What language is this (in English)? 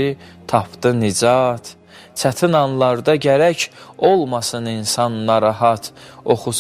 Azerbaijani